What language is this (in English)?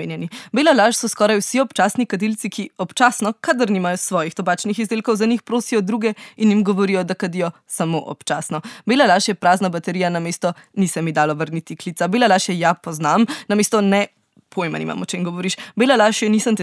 Slovenian